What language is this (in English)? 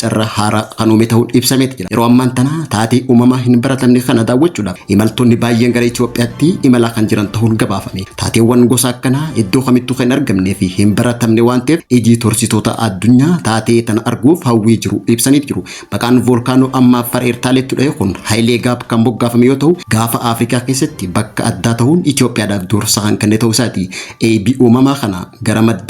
Oromo